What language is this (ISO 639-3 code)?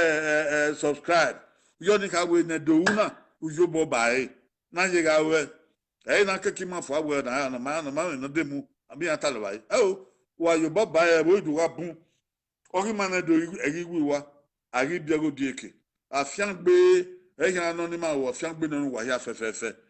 bin